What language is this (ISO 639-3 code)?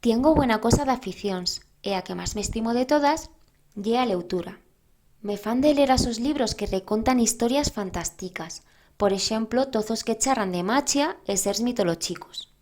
arg